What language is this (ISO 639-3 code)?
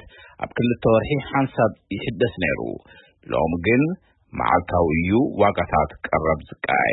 tir